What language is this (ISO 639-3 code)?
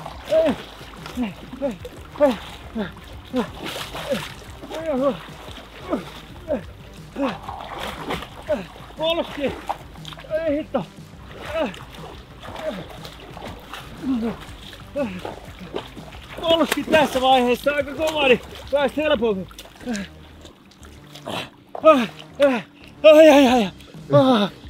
fin